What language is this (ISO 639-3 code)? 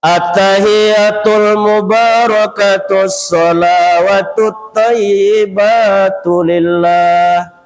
min